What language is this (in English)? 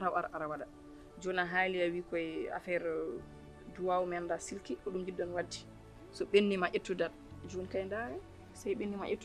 Fula